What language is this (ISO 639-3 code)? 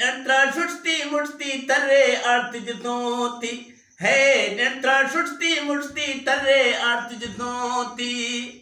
bgp